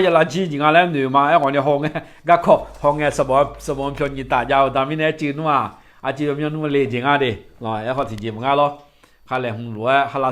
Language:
Akha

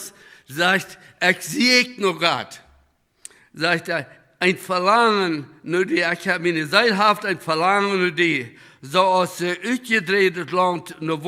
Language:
Plautdietsch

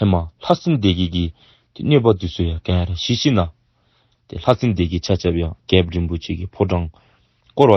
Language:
Dzongkha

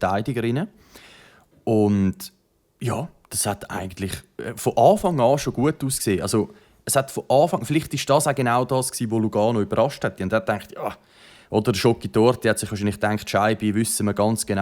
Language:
Swiss German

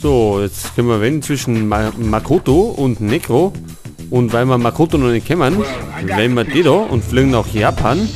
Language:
Bavarian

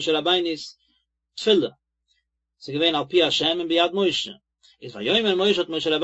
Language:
Yiddish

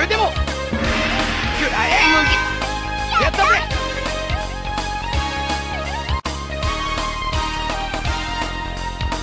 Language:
Japanese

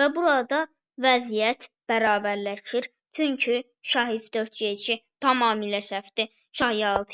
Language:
Azerbaijani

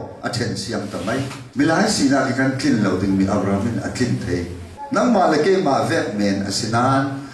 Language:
Falam Chin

